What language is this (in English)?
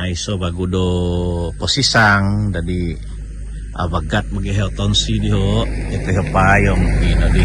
Central Dusun